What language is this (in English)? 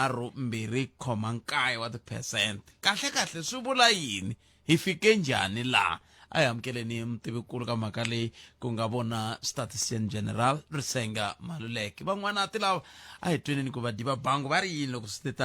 Tsonga